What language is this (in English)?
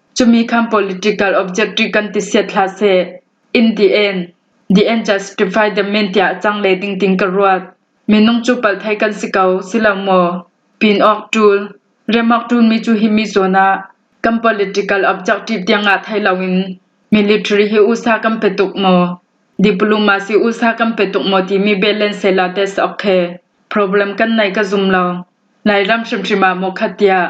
Falam Chin